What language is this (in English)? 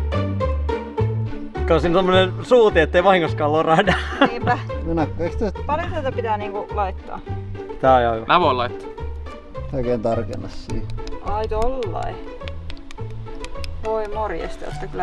Finnish